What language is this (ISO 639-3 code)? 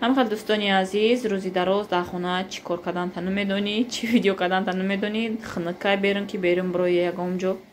tgk